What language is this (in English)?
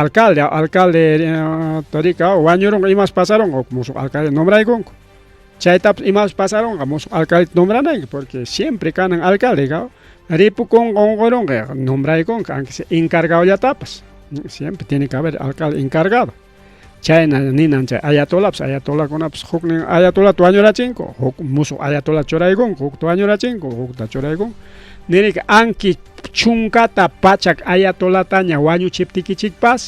Ayacucho Quechua